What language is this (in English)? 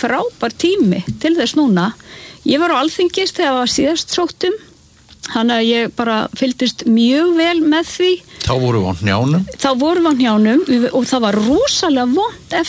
Icelandic